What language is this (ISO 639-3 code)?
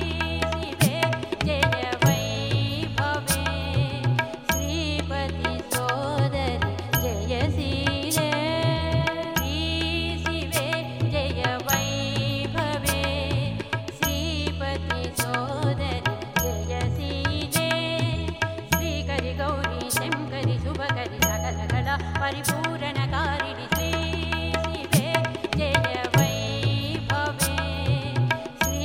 tel